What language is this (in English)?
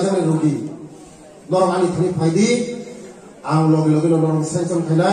Riang (India)